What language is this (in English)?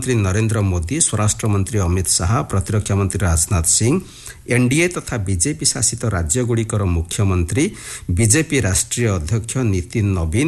Odia